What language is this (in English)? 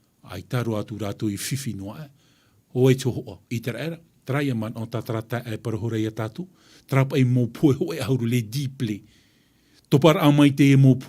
Tahitian